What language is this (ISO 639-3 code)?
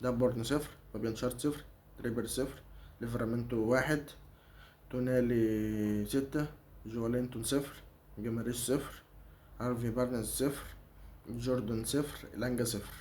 arz